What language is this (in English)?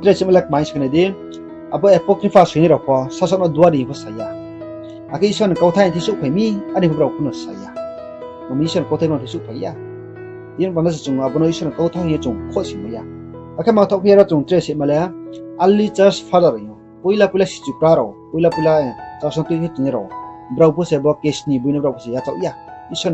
Riang (India)